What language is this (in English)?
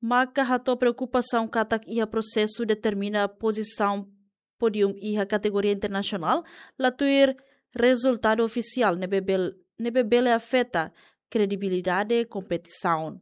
Tetum